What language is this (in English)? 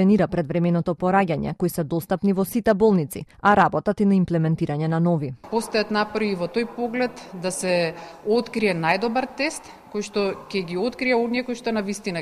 Macedonian